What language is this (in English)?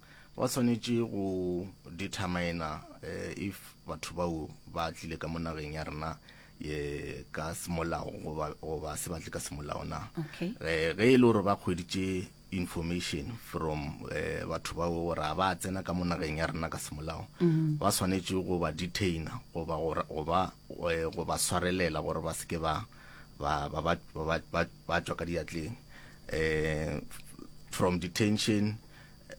Northern Sotho